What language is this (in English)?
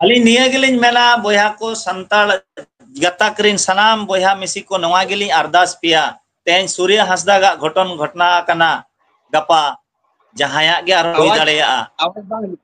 Santali